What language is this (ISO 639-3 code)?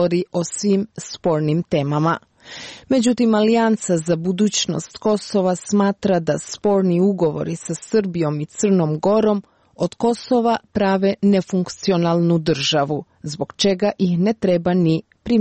srp